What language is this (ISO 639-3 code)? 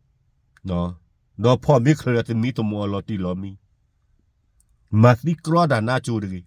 ksw